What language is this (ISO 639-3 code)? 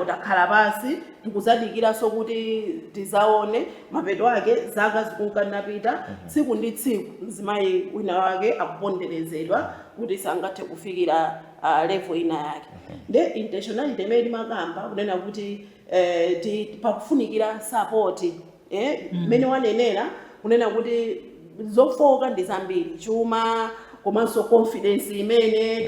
nya